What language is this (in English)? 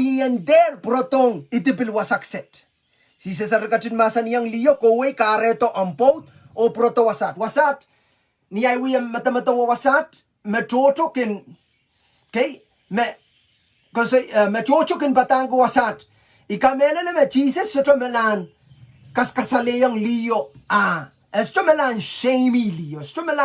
Pohnpeian